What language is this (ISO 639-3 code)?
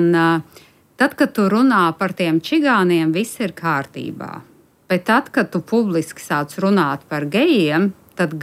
lav